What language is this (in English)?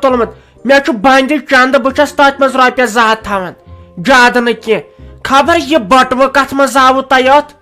Kashmiri